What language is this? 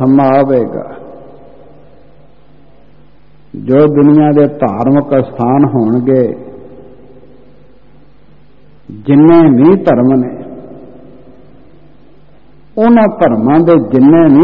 Punjabi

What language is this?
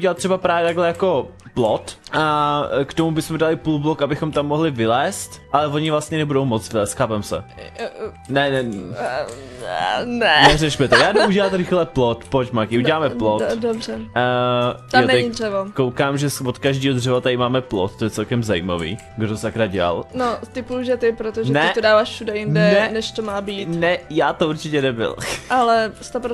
Czech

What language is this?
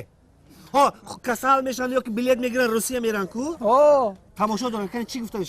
Tajik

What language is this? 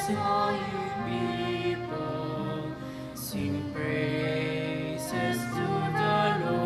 Pampanga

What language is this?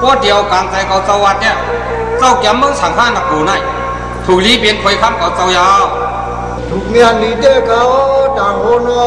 Shan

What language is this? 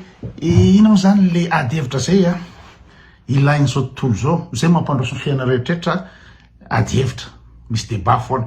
Malagasy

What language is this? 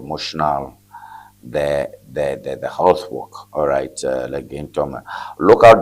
Ewe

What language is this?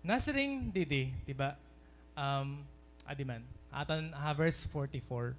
Waray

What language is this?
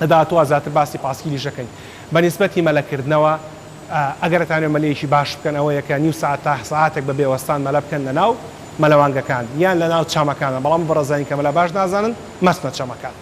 Central Kurdish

